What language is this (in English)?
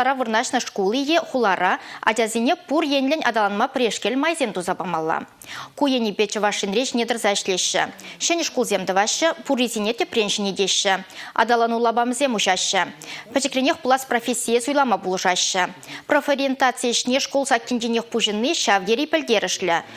Chuvash